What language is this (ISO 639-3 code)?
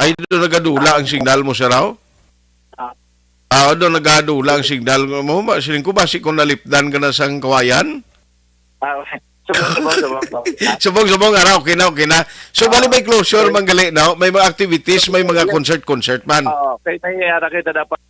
hil